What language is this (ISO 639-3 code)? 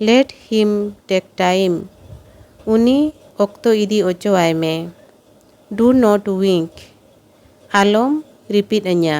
sat